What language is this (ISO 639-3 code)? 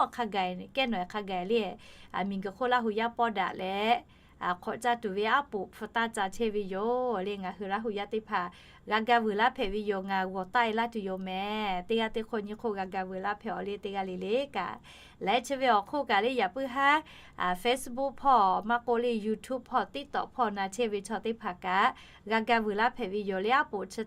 lhu